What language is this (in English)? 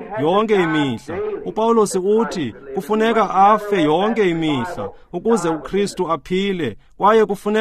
Xhosa